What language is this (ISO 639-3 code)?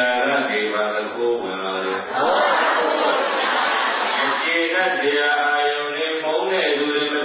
mya